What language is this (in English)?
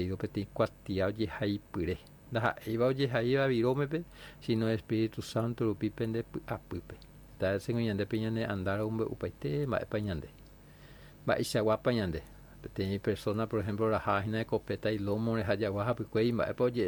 Guarani